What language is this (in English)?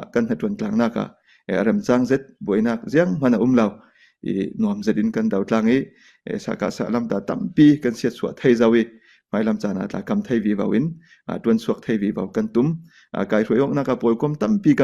Falam Chin